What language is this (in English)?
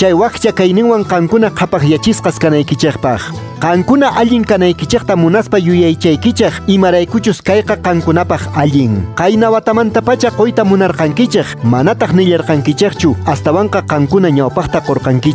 Quechua